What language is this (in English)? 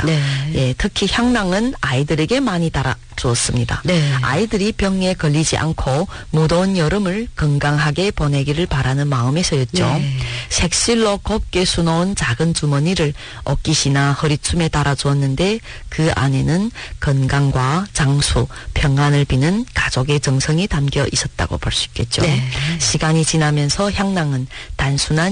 Korean